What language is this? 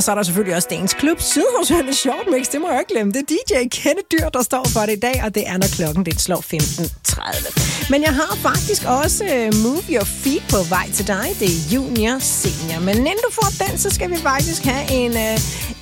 Danish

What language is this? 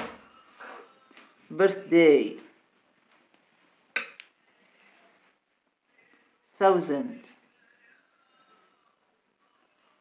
Egyptian Arabic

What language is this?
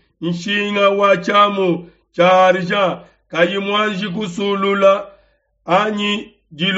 Luba-Lulua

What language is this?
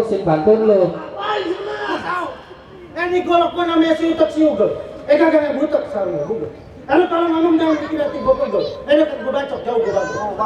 Betawi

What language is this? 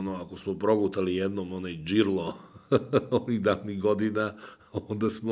Serbian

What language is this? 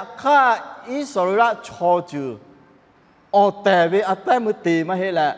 Lahu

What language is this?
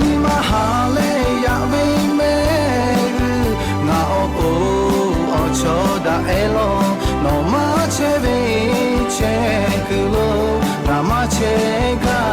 Lahu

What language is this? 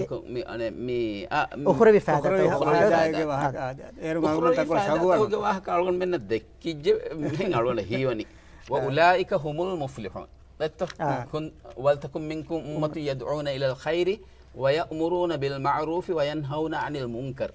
Divehi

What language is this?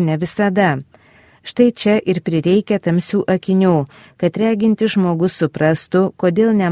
Lithuanian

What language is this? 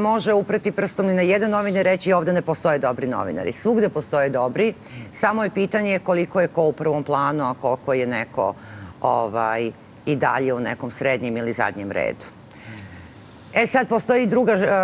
Serbian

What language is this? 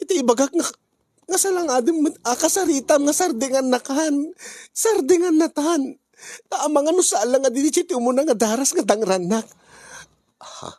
Iloko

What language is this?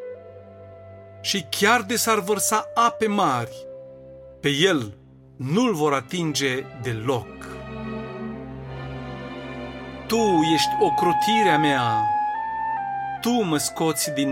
Romanian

